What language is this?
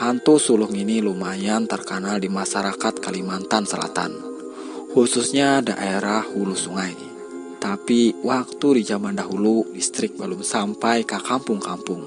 Banjar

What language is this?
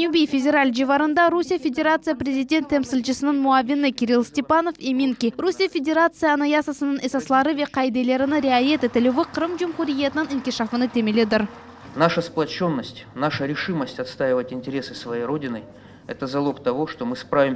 Crimean Tatar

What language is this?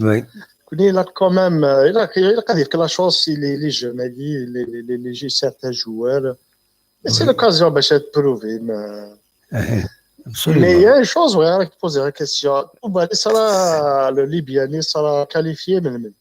Kabyle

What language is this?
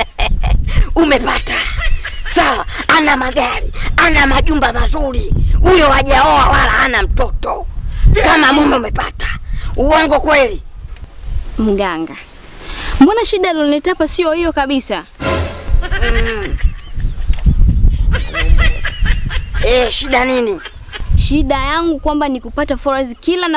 Swahili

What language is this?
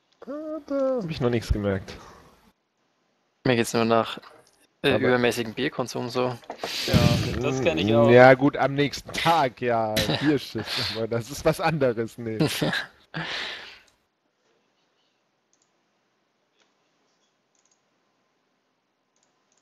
German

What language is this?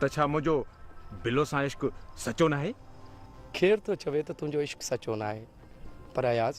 Sindhi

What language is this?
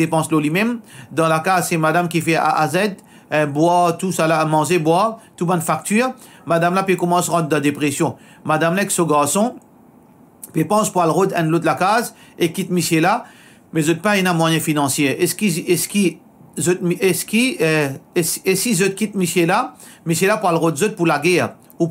Morisyen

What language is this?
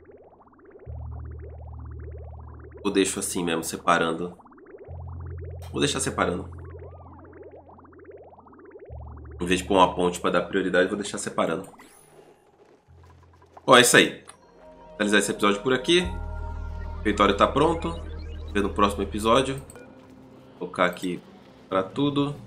Portuguese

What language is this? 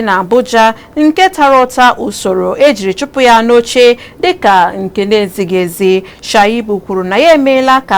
Igbo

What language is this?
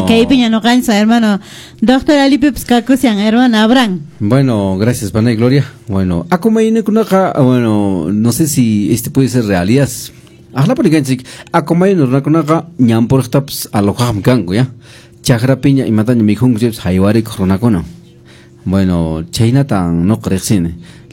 Quechua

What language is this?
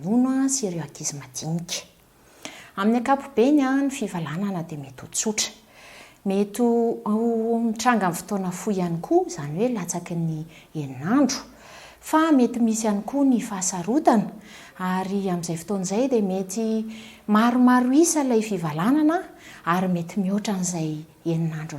Malagasy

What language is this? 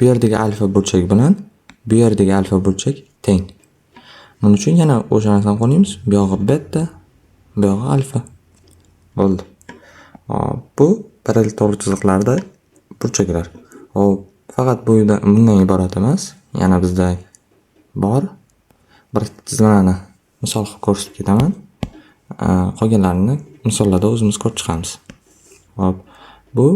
Uzbek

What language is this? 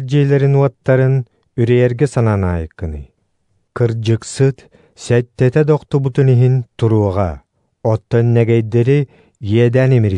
Yakut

